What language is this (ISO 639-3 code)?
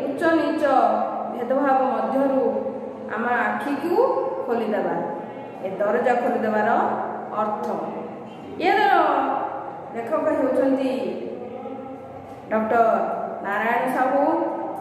ori